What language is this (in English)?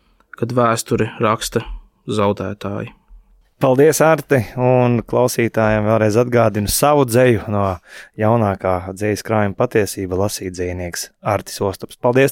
Latvian